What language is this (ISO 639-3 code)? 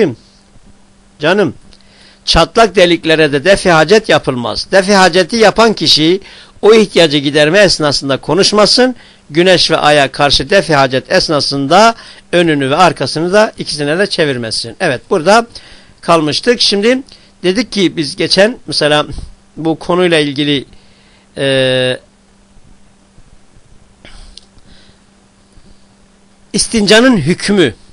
tur